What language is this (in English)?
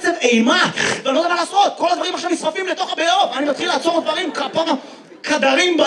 Hebrew